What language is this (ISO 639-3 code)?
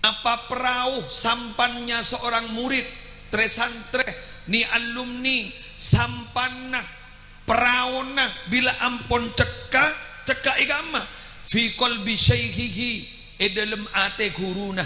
mad